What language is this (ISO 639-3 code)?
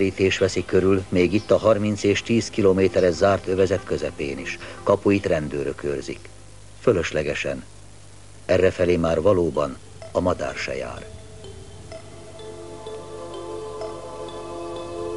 hun